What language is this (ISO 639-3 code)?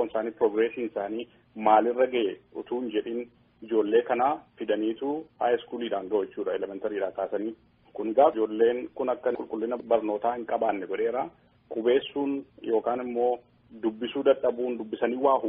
orm